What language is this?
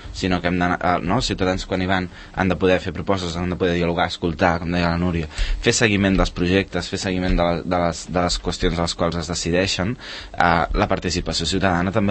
Catalan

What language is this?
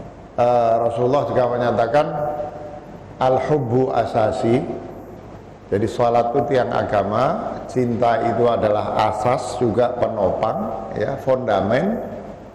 Indonesian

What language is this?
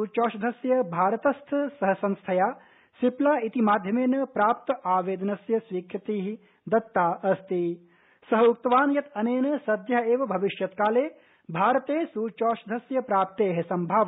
Sanskrit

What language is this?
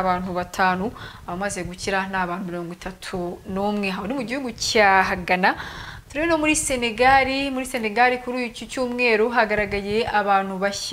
Kinyarwanda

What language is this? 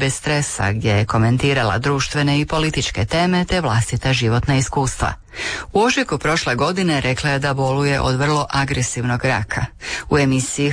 Croatian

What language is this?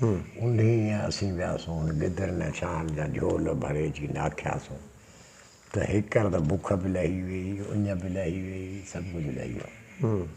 Sindhi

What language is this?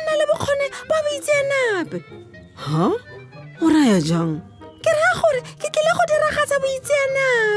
Tswana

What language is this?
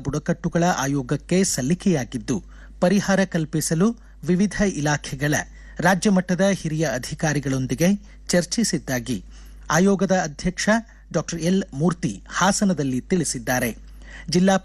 Kannada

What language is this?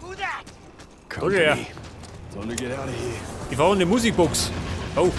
Bavarian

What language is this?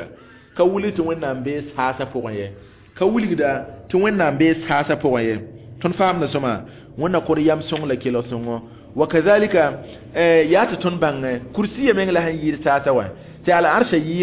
Mossi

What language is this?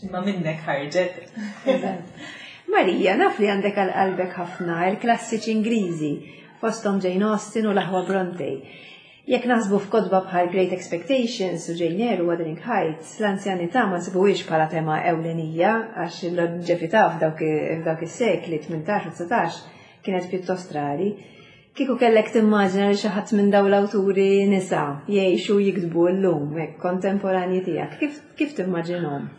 Maltese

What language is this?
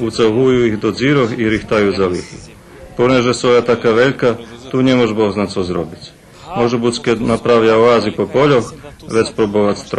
Rusyn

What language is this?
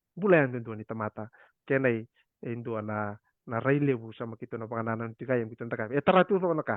Fijian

